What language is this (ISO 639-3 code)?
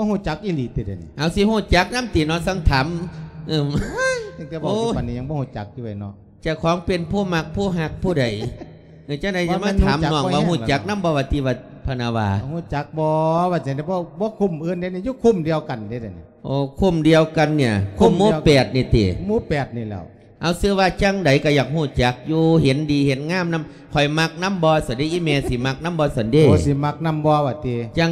lao